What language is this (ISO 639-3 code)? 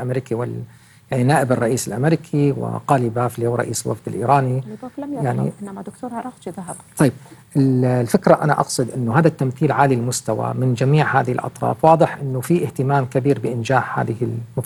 ara